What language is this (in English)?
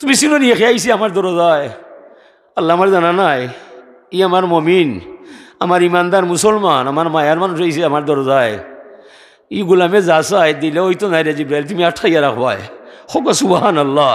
Sylheti